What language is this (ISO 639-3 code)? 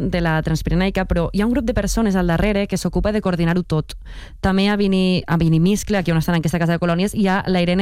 cat